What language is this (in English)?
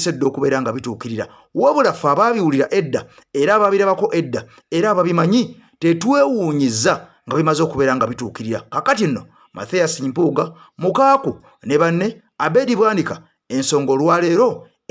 Ganda